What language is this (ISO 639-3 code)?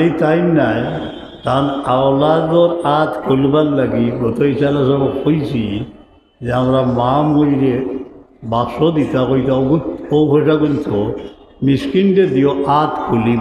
syl